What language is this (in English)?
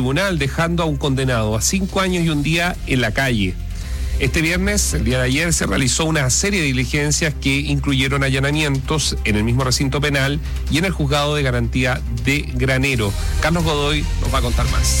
Spanish